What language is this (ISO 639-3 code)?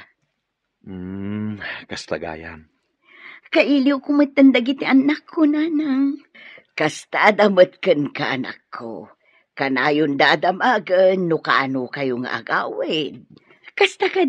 ilo